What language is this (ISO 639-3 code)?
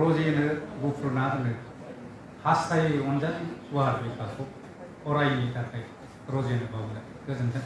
brx